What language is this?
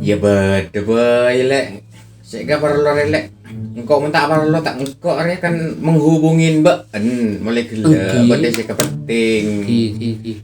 Madurese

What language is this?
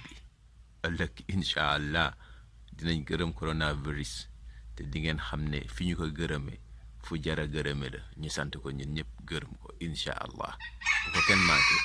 Wolof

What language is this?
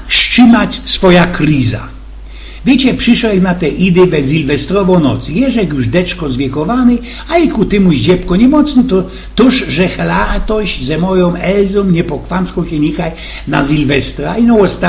Silesian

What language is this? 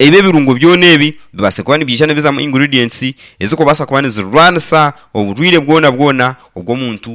Nyankole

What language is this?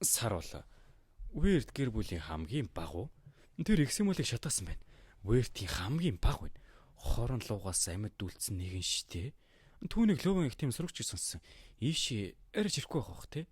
Mongolian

